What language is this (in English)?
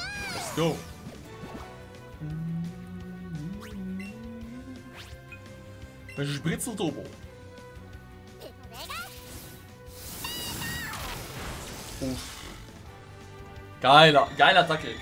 German